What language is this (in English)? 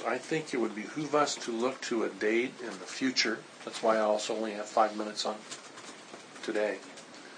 English